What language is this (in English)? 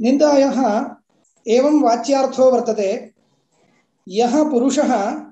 Sanskrit